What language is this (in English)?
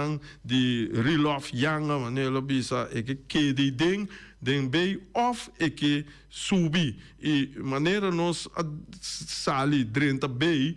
Papiamento